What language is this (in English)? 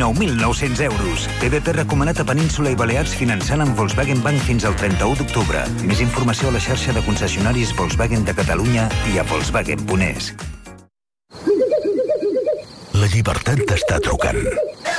Catalan